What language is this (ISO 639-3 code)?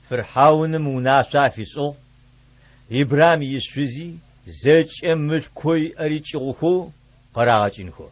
ady